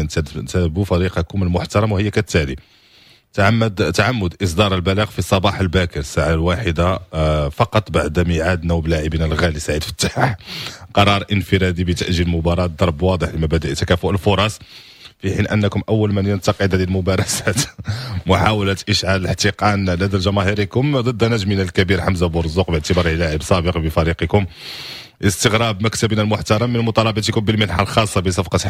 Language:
Moroccan Arabic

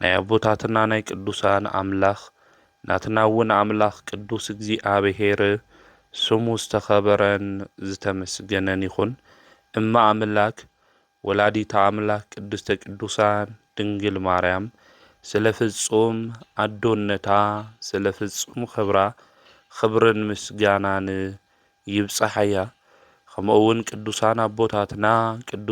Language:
Tigrinya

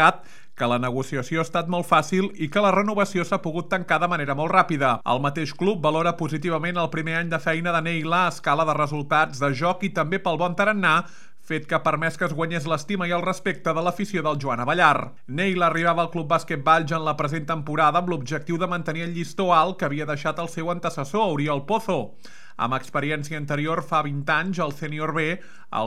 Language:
Catalan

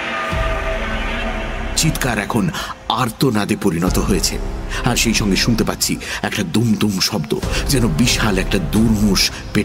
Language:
Bangla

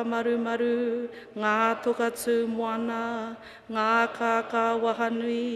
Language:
Māori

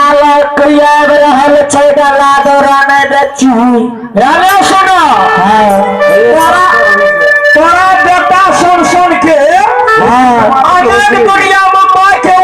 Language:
Maithili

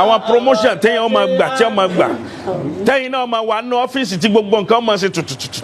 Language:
Yoruba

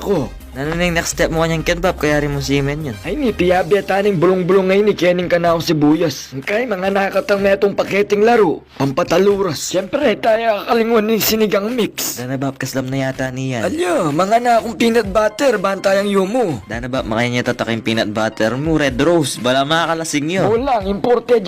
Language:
Pampanga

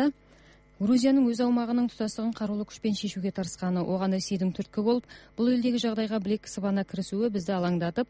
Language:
Kazakh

